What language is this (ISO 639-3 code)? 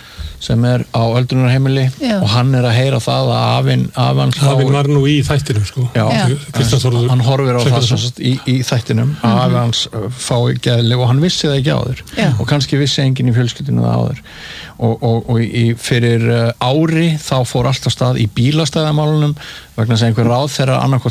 isl